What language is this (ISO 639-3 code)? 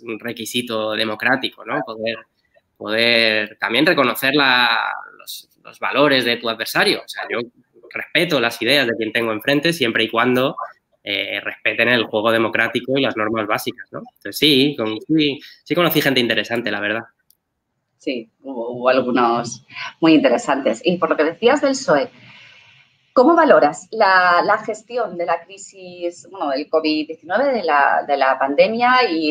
spa